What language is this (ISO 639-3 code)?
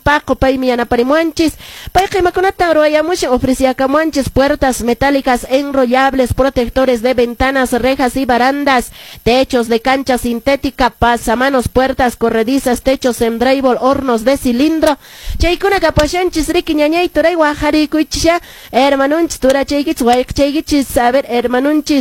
que